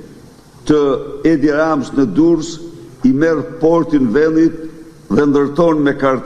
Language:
Albanian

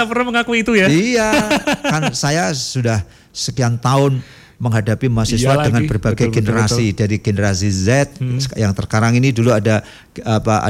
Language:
Indonesian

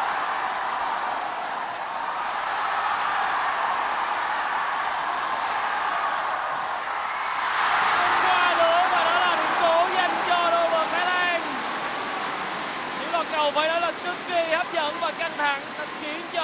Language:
Vietnamese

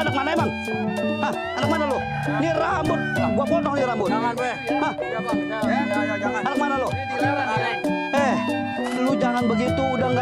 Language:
Betawi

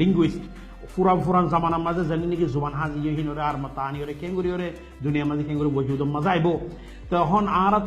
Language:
Rohingya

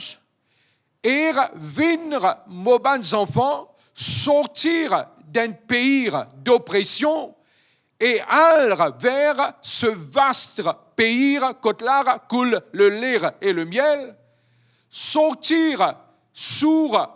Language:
Morisyen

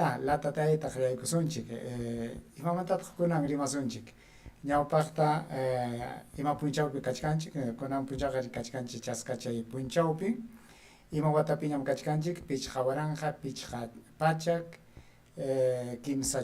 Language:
Ayacucho Quechua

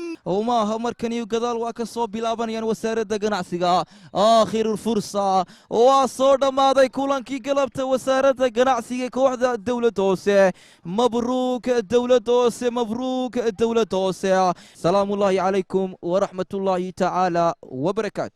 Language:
Somali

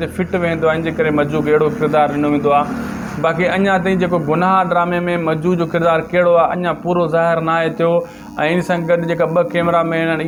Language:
Sindhi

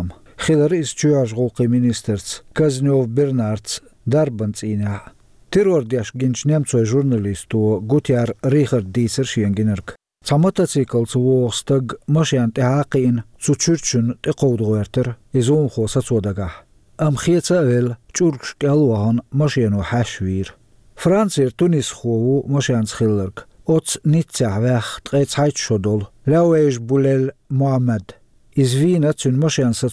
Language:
Chechen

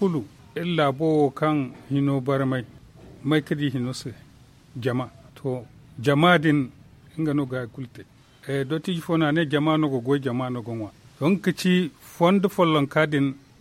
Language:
Zarma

